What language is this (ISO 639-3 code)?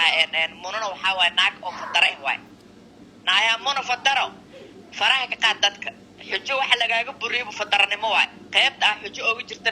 som